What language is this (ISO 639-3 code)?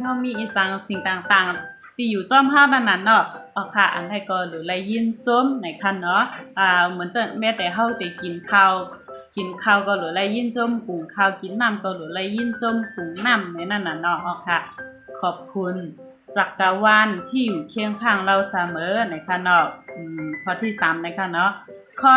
shn